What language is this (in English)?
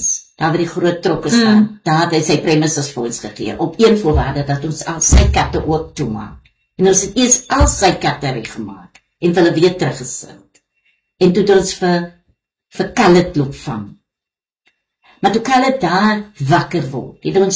Afrikaans